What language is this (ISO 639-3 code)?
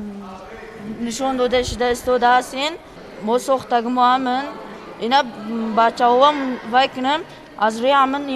tgk